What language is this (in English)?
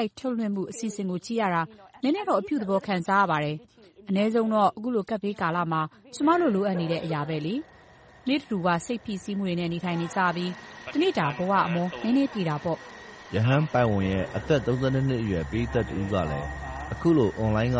Burmese